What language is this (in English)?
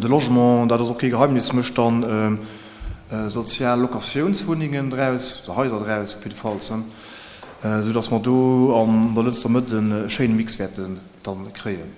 Luxembourgish